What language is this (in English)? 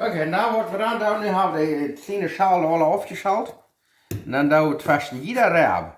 Plautdietsch